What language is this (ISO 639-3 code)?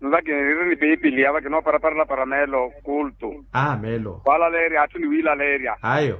vmw